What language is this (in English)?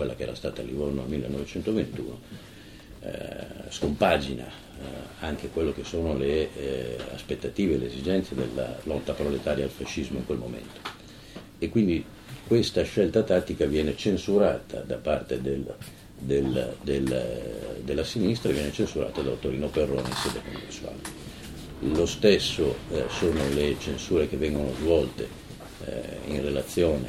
Italian